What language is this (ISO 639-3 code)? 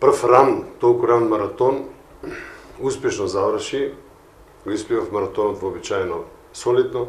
mkd